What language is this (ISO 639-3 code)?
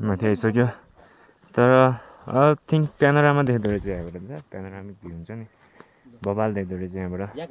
nep